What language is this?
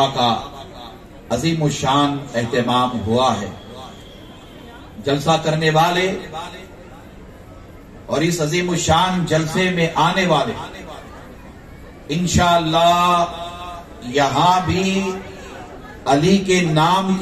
Urdu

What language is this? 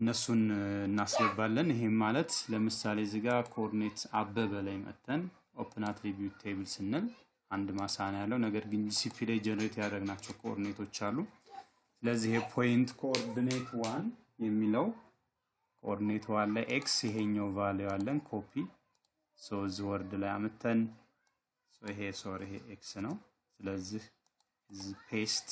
Amharic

